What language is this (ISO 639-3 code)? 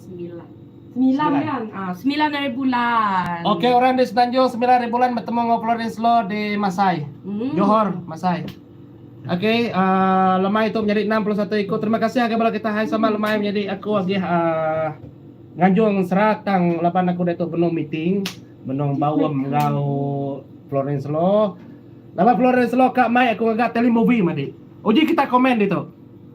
iba